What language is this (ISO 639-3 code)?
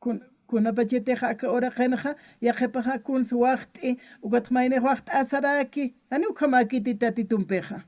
aym